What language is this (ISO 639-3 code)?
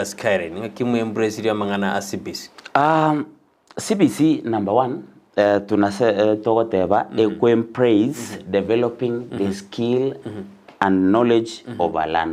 guz